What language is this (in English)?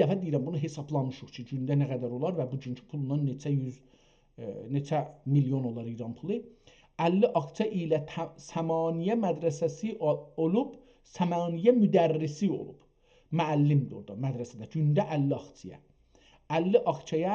South Azerbaijani